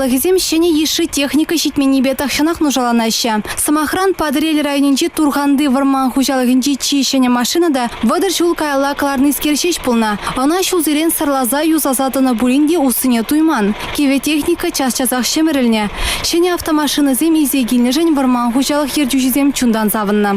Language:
Chuvash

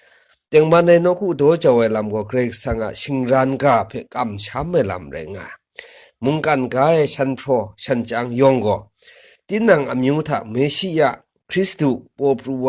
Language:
Kachin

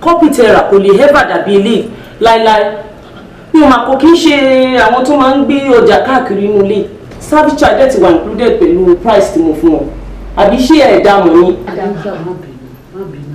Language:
Yoruba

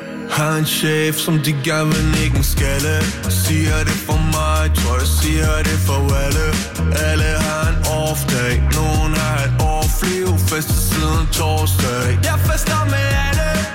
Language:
Danish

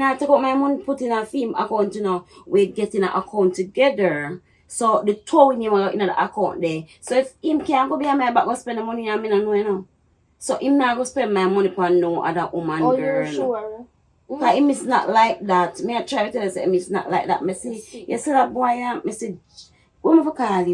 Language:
Jamaican Creole English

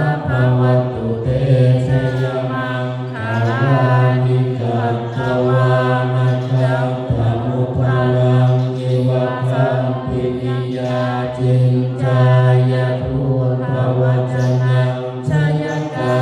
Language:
Pali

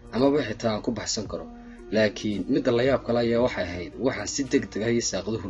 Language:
Somali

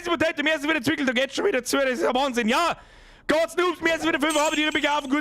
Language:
Bavarian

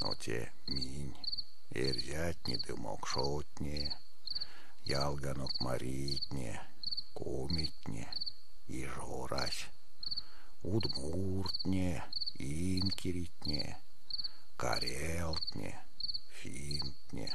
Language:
Erzya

